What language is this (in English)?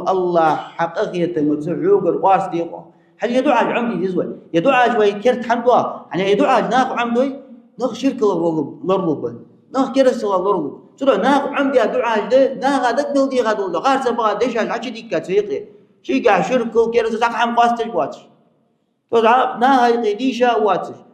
Ingush